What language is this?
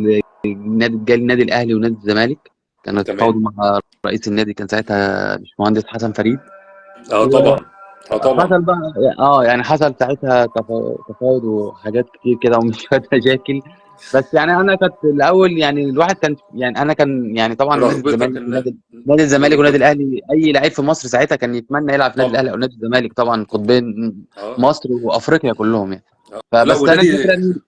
Egyptian Arabic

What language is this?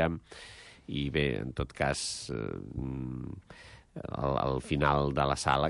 Catalan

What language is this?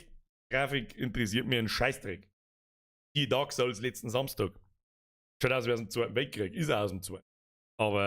Bavarian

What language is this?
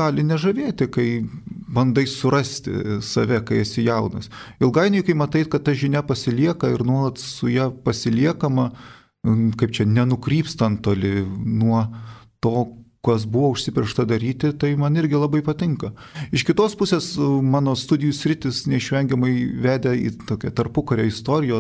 Lithuanian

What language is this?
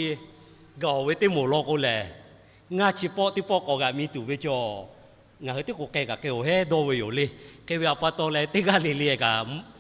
Lahu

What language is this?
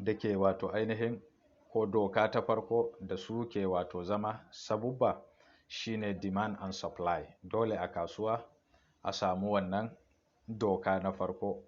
Hausa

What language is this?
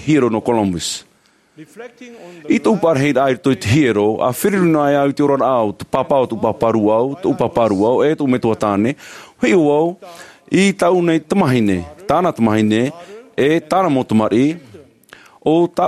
Tahitian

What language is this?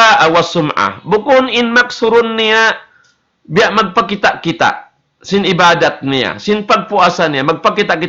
Tausug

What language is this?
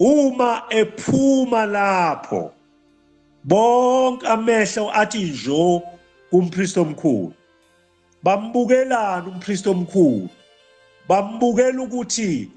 Zulu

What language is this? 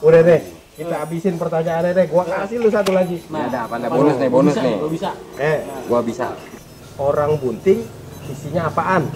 Betawi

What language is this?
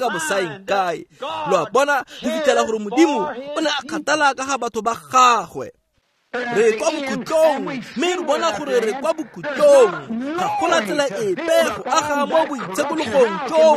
Tswana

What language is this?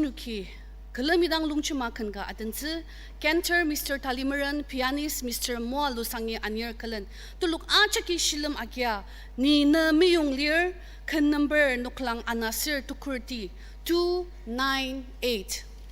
Ao Naga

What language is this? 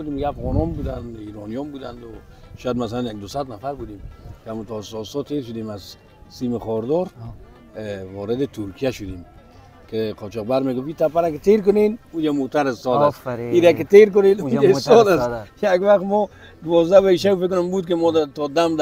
Persian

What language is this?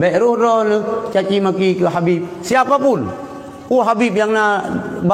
Achinese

